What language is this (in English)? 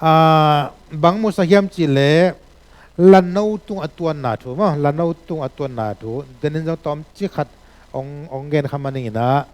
Tedim Chin